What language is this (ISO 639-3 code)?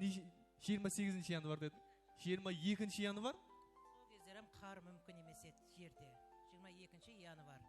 kaa